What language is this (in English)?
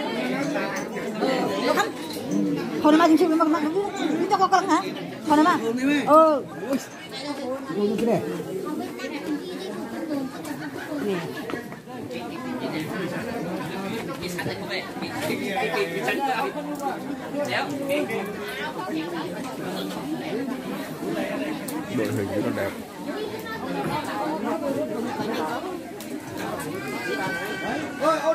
Vietnamese